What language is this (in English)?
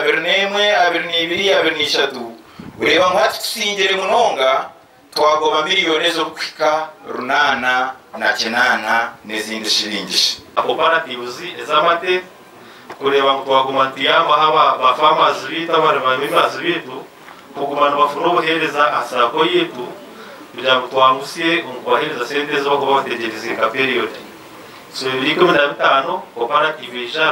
Nyankole